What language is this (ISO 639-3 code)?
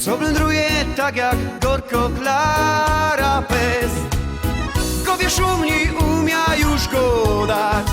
szl